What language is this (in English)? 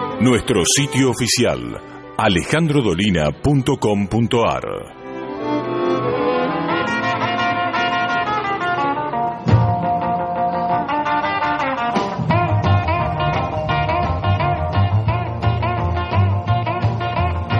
Spanish